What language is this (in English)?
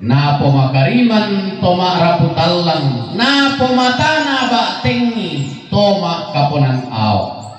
Toraja-Sa'dan